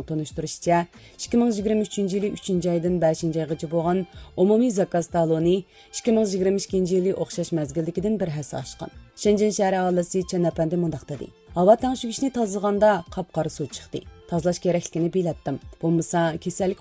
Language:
Uyghur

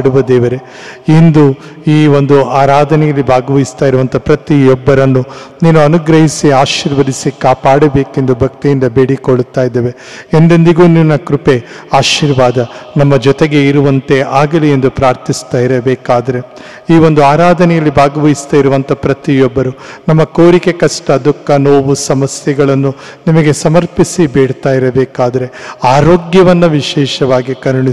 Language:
Kannada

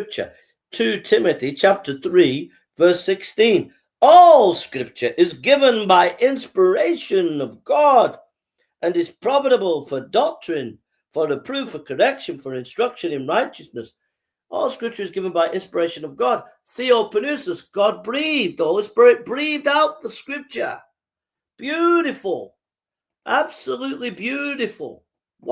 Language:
English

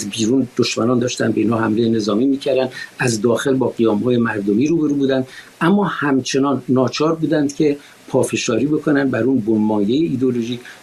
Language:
Persian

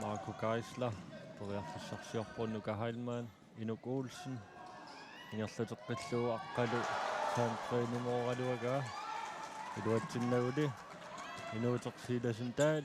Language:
Kalaallisut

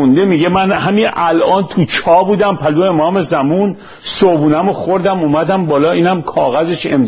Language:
Persian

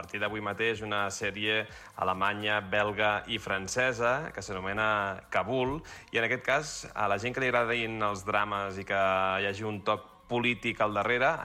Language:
Catalan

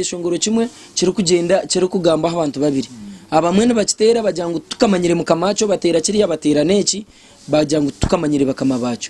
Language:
Nyankole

